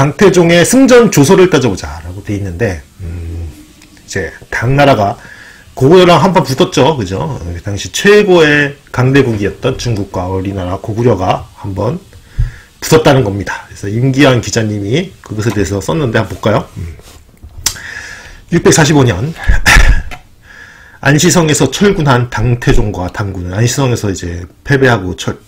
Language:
Korean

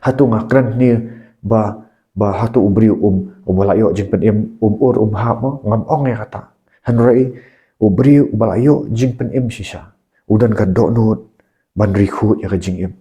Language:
Khasi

